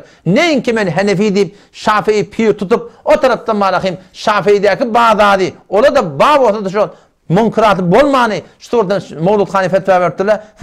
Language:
Turkmen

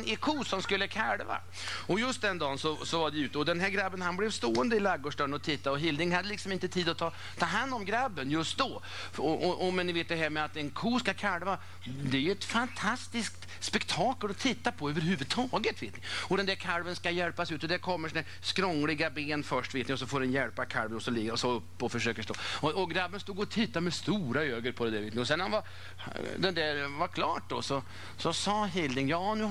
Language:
Swedish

